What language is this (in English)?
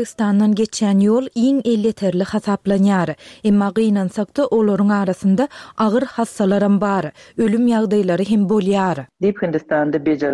Turkmen